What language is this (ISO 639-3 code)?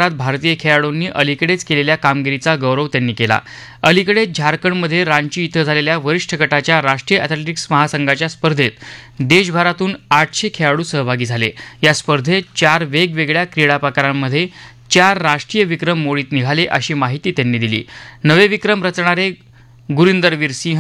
mar